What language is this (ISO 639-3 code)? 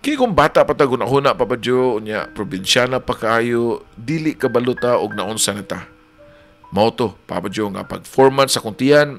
ceb